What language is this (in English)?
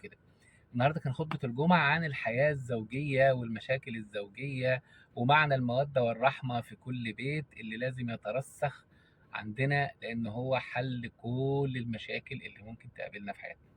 Egyptian Arabic